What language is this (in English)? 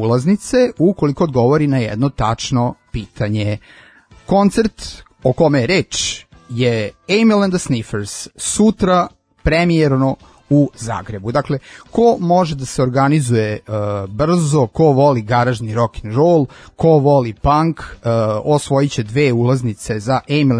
Serbian